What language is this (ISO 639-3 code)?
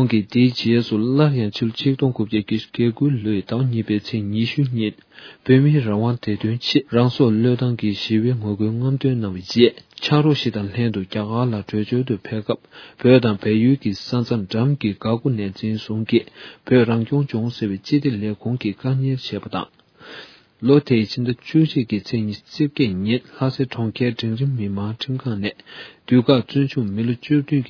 bod